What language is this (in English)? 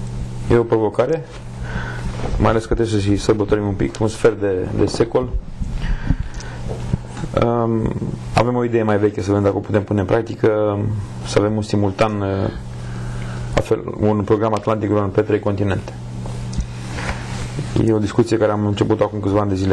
Romanian